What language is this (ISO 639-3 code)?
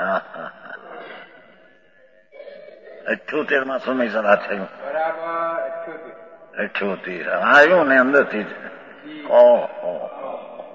guj